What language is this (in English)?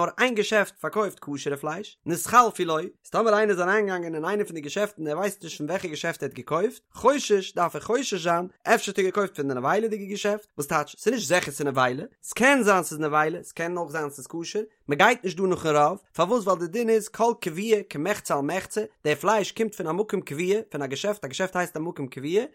Yiddish